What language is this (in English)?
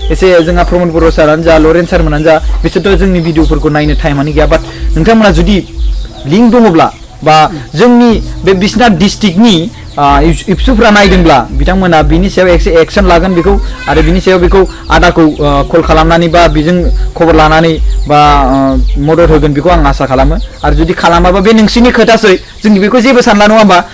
Bodo